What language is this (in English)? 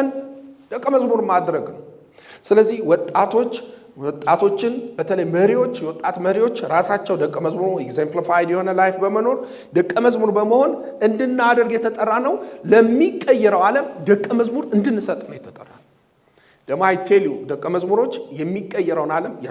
Amharic